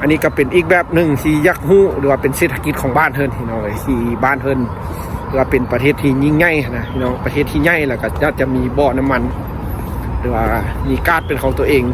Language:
Lao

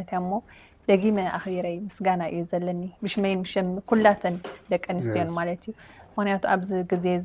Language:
Tigrinya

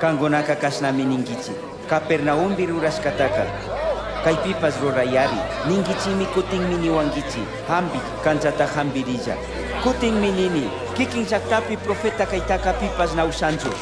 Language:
Chimborazo Highland Quichua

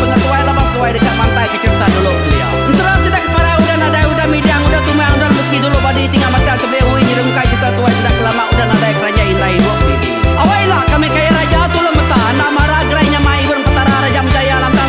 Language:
Iban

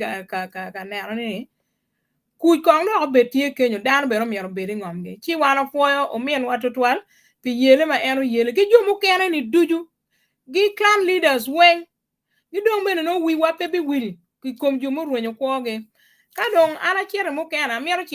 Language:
Acoli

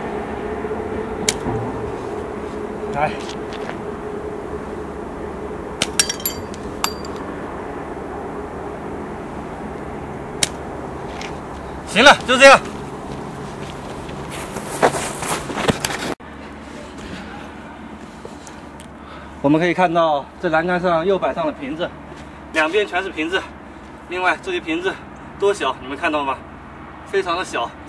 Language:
Chinese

